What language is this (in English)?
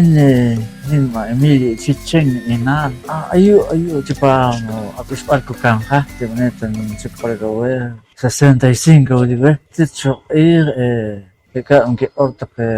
Poqomchi'